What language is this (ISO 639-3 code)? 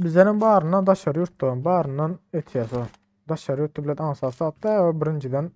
tuk